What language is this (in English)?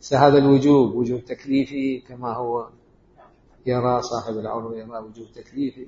Mesopotamian Arabic